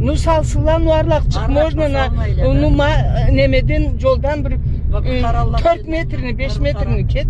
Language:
Karachay-Balkar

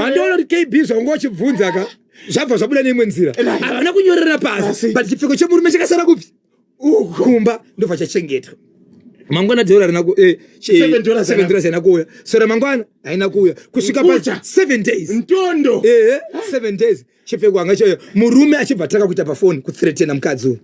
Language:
Shona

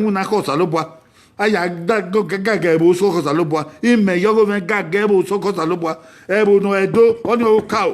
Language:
Bini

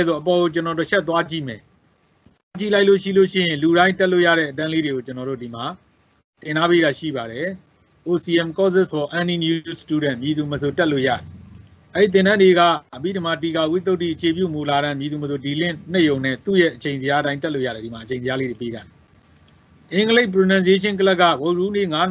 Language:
Burmese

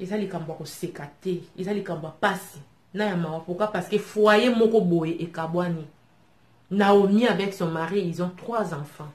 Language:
Lingala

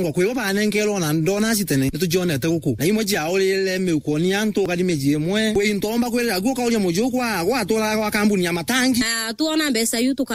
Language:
Meru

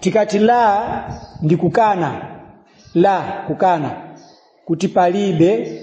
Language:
Nyanja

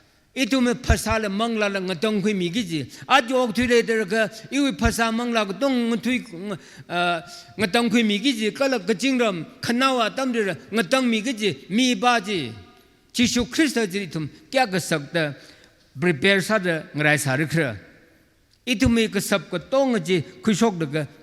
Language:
Tangkhul Naga (India)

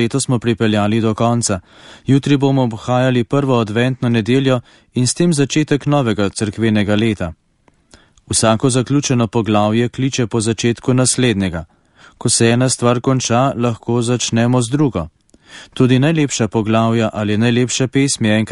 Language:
Slovenian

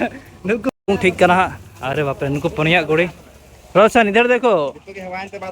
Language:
Santali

